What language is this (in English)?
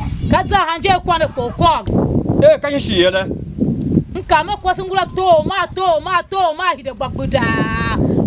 Tiv